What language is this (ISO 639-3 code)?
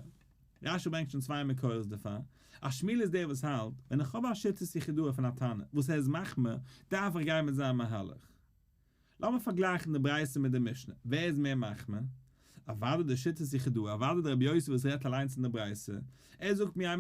yid